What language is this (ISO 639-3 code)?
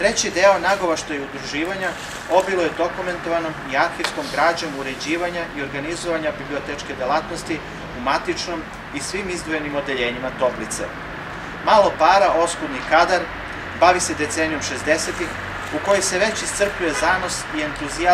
srp